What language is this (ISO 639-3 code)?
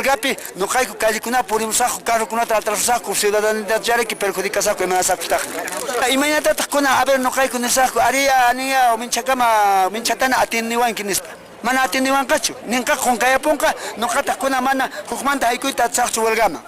que